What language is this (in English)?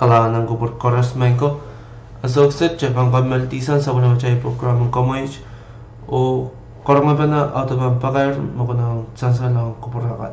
Pohnpeian